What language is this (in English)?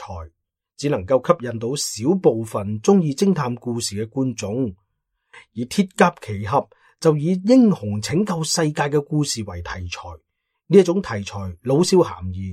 Cantonese